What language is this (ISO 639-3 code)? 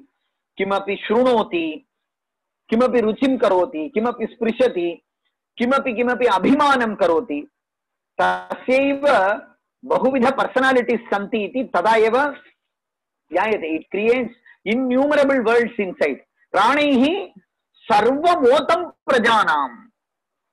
san